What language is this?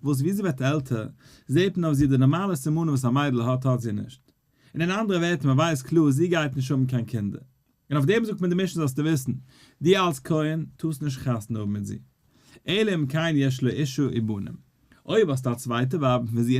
Yiddish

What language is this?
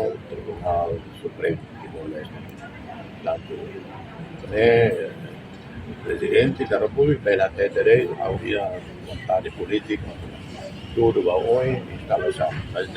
Tetum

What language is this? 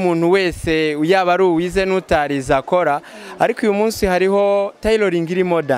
Kinyarwanda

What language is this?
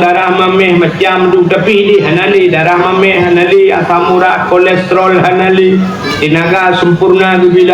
Achinese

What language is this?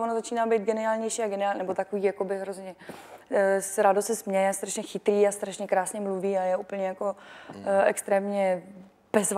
Czech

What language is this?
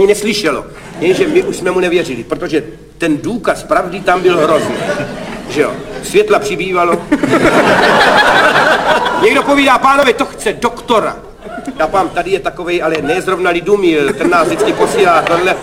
Czech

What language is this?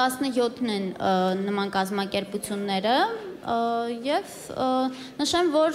Armenian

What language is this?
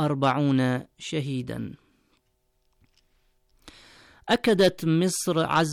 Arabic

